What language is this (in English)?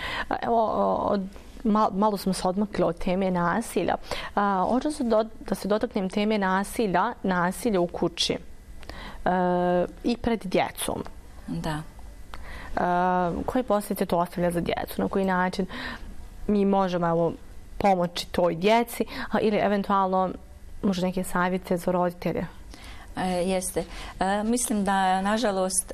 Bosnian